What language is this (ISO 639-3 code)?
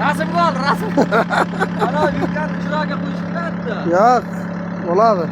uzb